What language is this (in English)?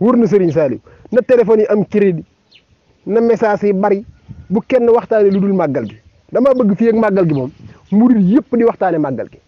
Wolof